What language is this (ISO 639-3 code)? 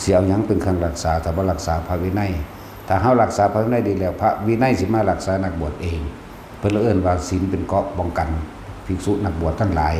tts